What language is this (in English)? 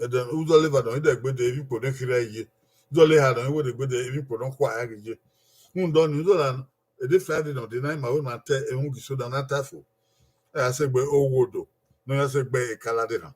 Bini